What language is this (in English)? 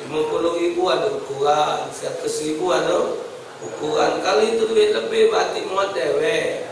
Musi